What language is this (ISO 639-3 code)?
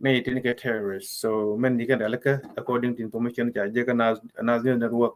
nus